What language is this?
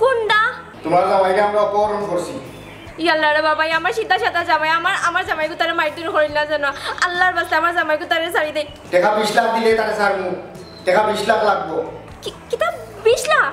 Sylheti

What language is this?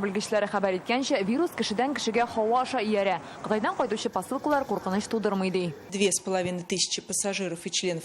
Tatar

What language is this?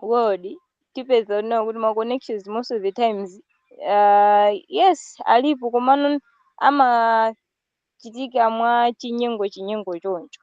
Nyanja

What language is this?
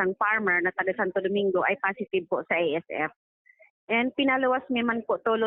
Bikol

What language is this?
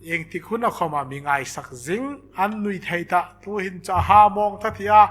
Hmar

